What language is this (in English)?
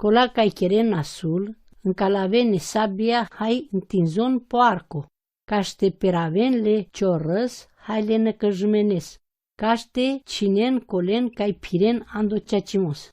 Romany